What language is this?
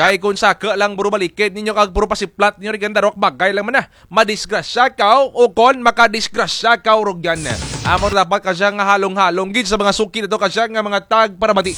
Kinaray-a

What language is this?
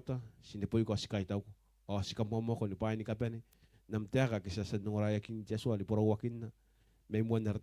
Gilbertese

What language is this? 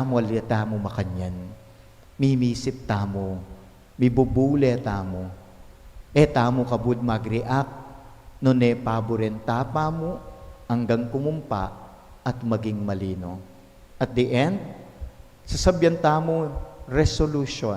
Pampanga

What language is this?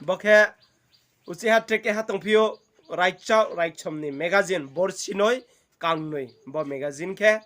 Riang (India)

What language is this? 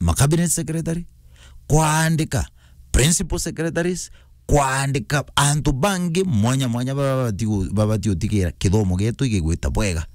Meru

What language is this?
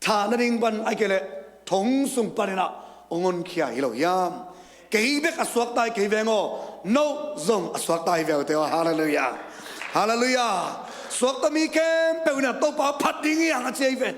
Tedim Chin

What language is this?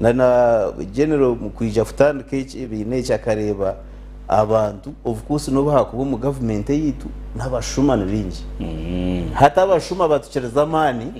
Nyankole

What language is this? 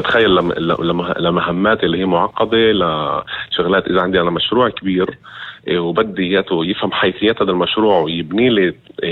North Levantine Arabic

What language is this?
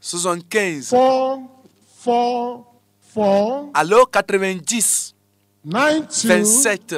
Ewe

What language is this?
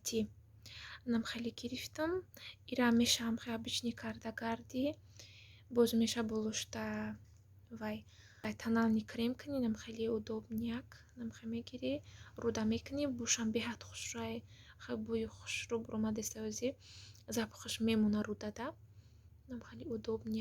Tajik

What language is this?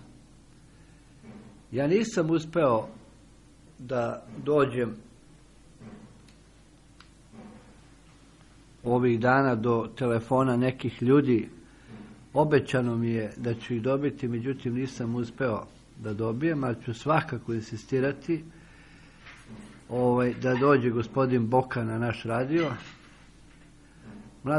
Serbian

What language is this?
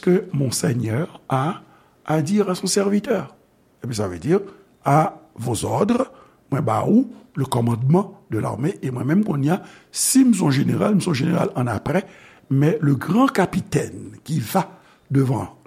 Haitian Creole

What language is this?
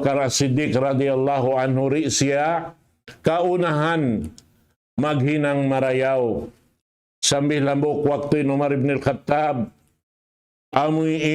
Tausug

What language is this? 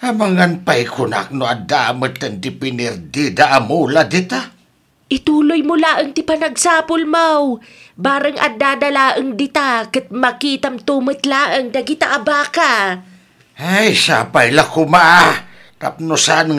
Iloko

